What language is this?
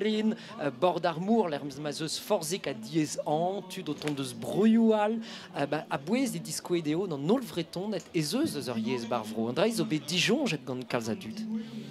Breton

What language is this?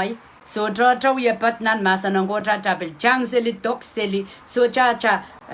Pohnpeian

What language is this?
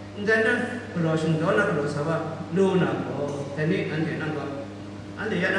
Kachin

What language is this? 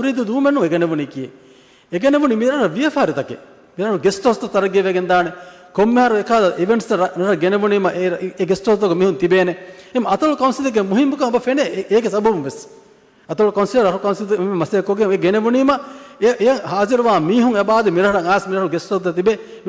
Divehi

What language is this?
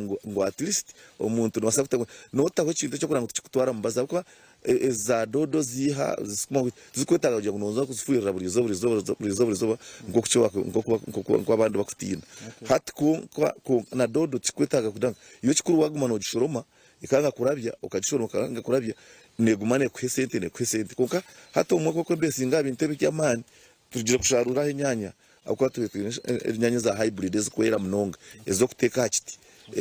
Nyankole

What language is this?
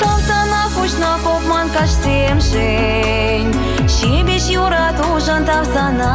Chuvash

